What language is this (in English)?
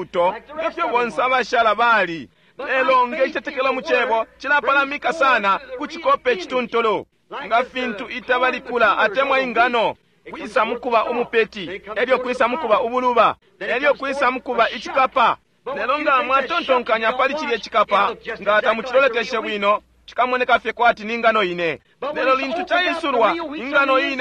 Bemba